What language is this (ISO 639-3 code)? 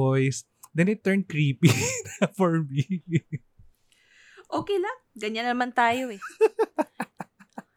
fil